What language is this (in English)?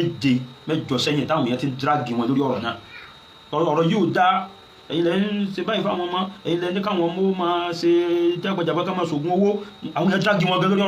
Yoruba